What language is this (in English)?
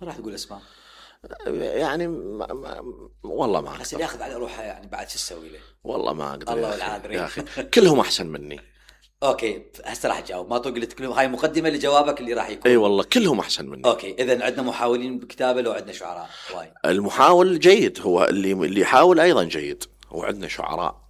Mesopotamian Arabic